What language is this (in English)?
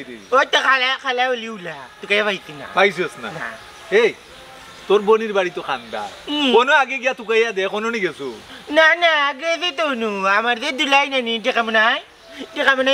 Sylheti